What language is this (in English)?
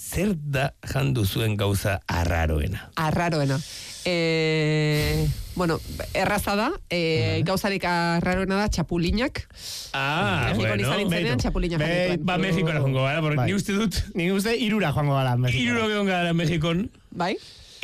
Basque